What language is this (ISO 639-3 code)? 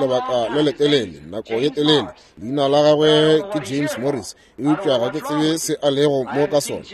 nso